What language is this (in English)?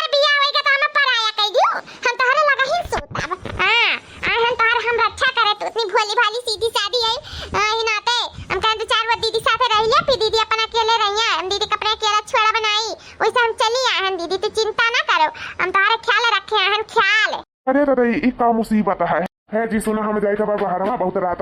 Awadhi